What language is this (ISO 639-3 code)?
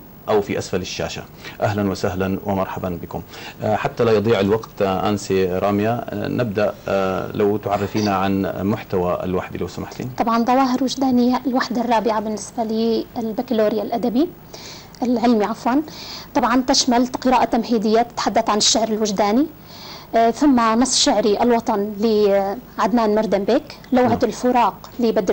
ara